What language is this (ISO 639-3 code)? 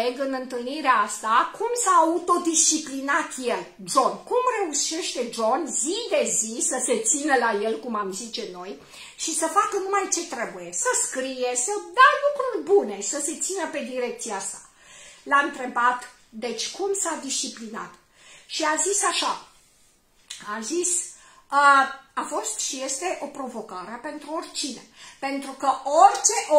ron